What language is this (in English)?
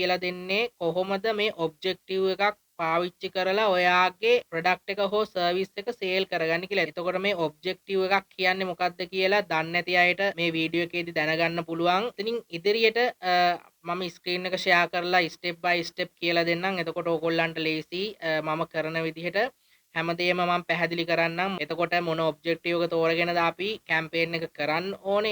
Sinhala